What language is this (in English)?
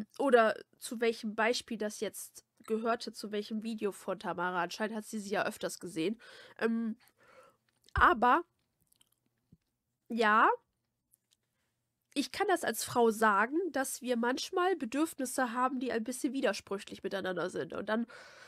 German